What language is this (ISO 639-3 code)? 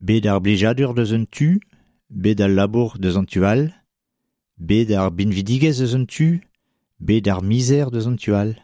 bre